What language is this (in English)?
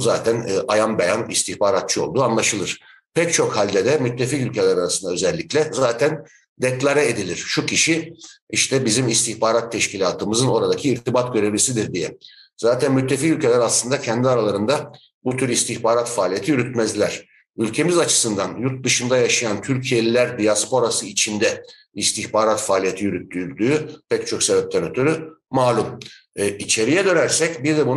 Turkish